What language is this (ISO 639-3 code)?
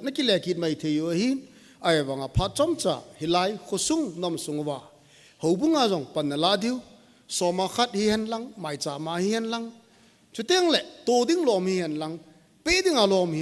tcz